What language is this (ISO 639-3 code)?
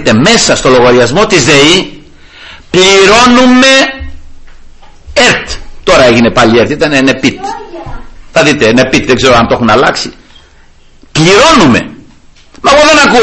ell